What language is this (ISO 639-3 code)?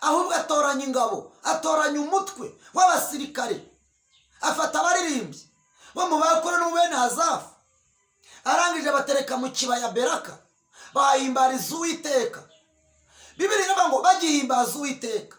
kin